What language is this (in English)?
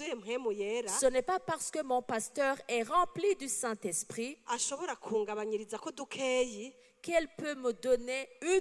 Rundi